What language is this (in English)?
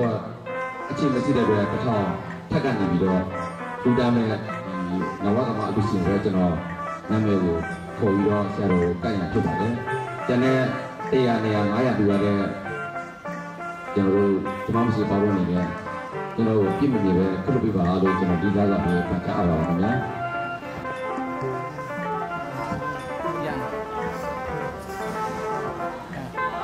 Burmese